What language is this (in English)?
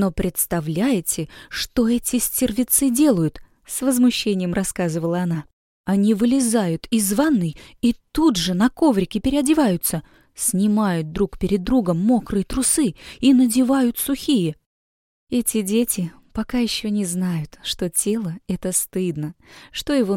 Russian